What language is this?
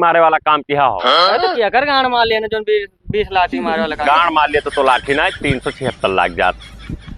Awadhi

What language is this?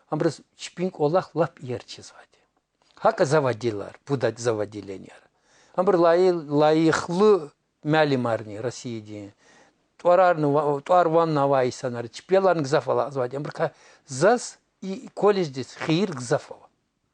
Lezghian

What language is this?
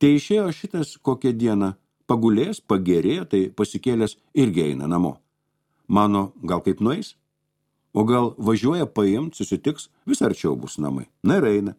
Lithuanian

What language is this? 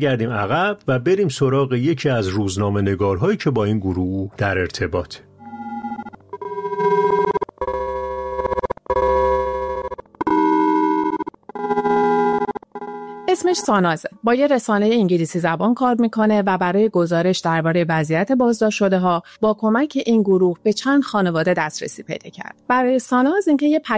Persian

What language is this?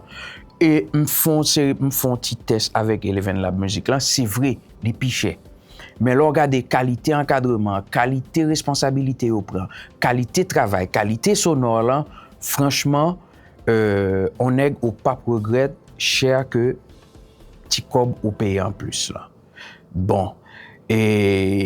Haitian Creole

